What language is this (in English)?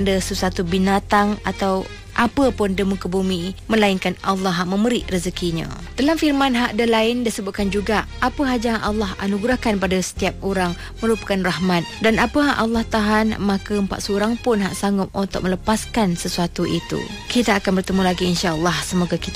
Malay